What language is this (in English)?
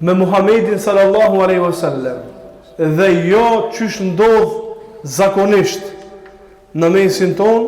Albanian